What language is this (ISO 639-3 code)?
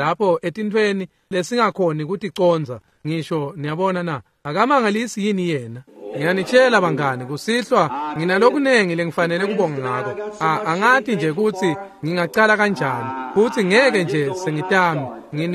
ssw